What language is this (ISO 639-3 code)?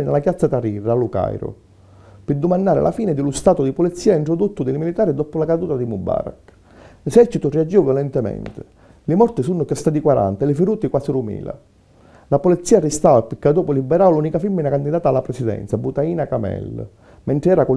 scn